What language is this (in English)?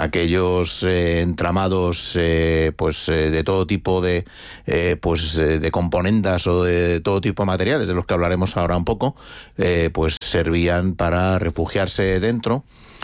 Spanish